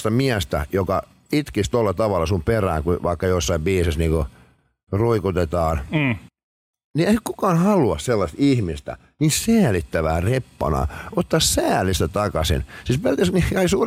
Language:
Finnish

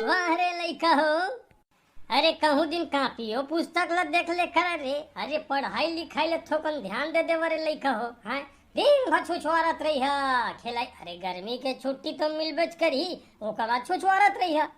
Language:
Chhattisgarhi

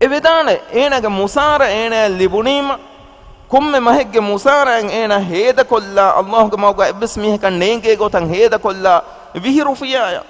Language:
Divehi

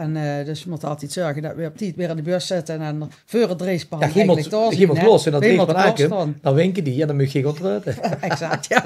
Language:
Limburgish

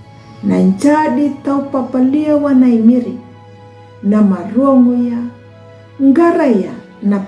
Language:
Anakalangu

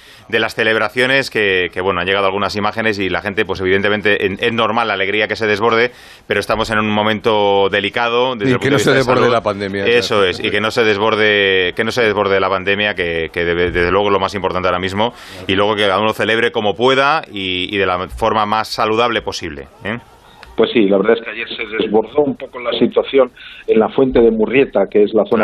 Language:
Spanish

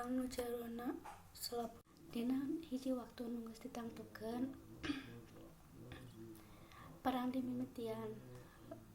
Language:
Sundanese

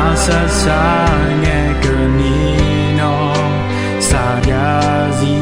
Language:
Akha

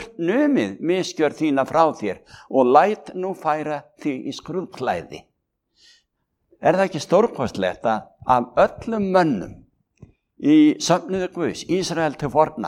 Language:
Icelandic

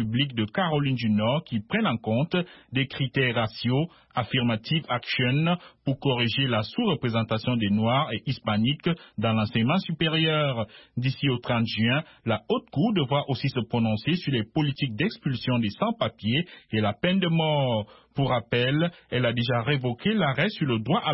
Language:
French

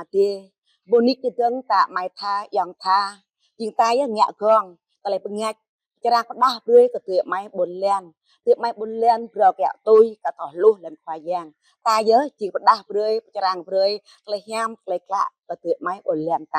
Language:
Jarai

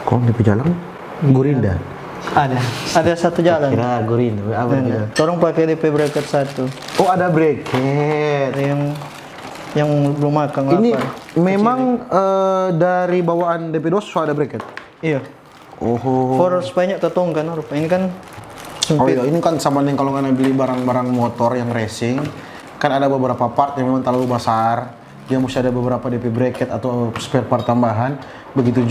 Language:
Manado Malay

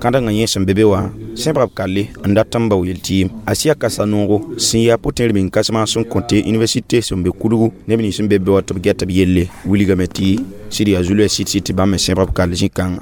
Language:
Mossi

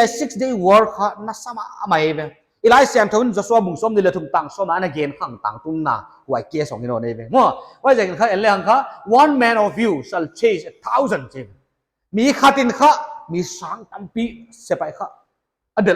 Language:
Paite Chin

